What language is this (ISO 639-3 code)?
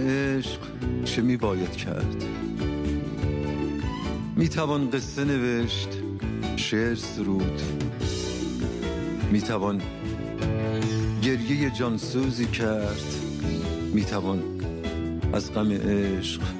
fas